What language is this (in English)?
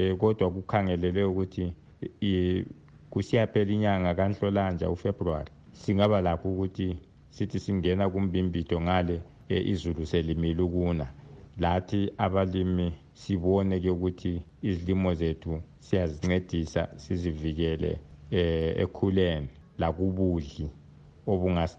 North Ndebele